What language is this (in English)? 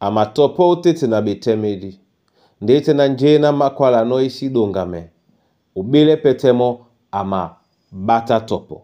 Duala